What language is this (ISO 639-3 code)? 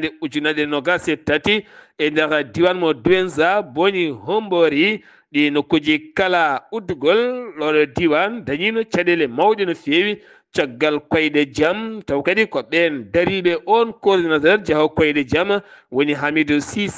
ful